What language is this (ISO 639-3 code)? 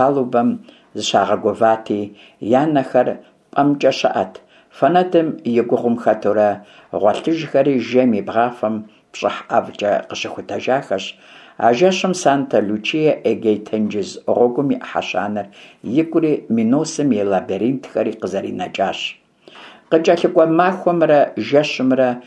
kbd